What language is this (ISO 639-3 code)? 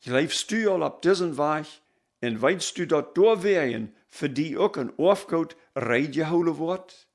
pdt